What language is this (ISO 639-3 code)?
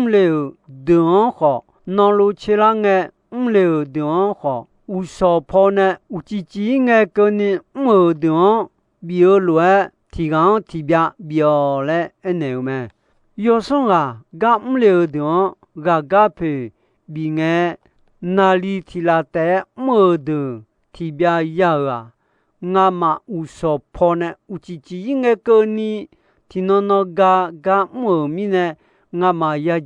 ahk